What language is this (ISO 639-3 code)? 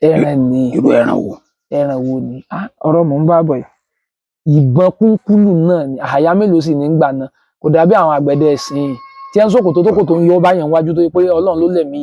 yor